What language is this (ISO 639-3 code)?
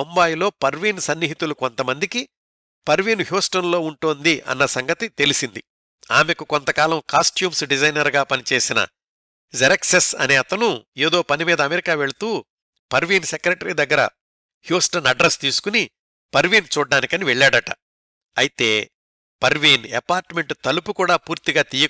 tel